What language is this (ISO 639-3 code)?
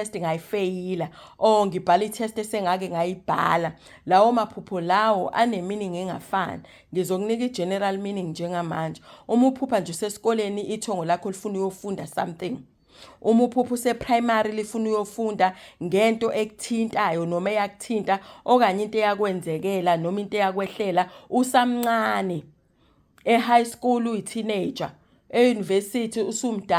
zul